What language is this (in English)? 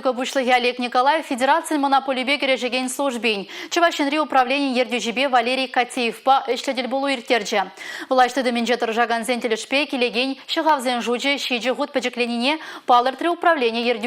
Chuvash